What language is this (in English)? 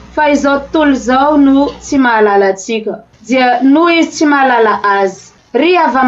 Malagasy